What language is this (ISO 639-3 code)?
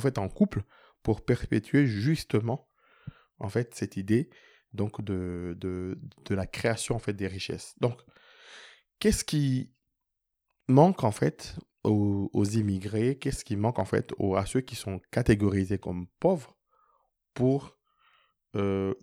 fra